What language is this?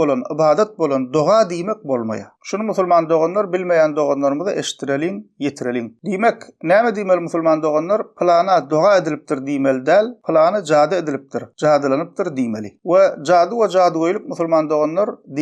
Turkmen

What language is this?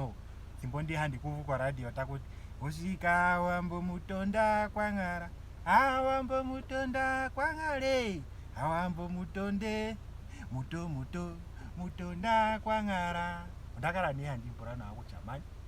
Ndonga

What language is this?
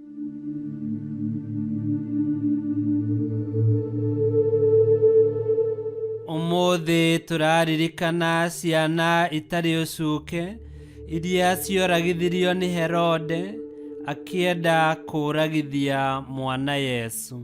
Kikuyu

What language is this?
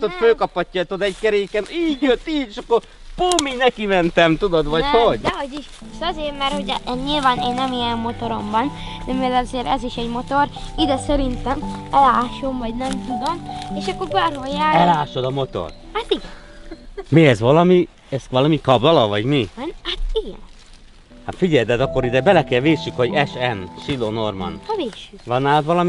Hungarian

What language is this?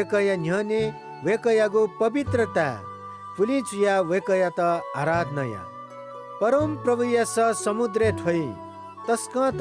Newari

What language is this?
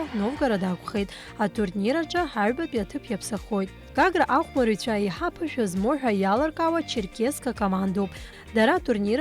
Abkhazian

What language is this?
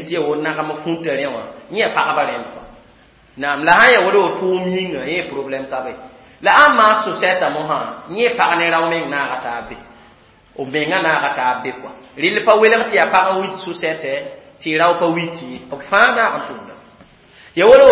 Mossi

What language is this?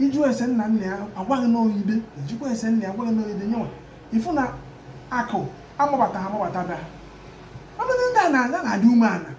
Igbo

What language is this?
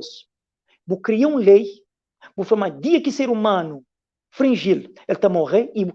Kabuverdianu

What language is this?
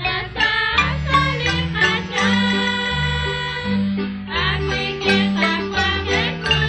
Kekchí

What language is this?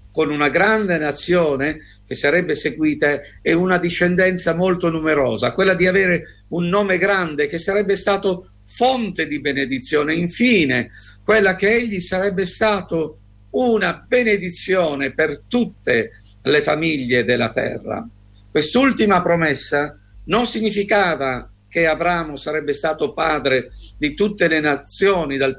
Italian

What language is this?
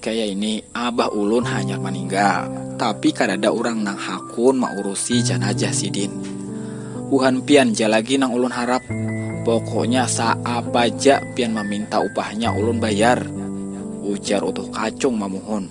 Banjar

